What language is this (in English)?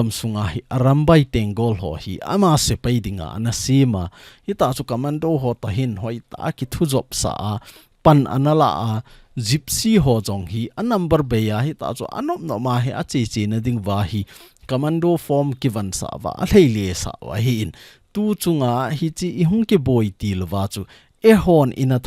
Thado Chin